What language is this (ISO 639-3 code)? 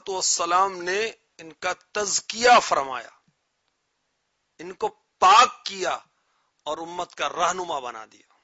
urd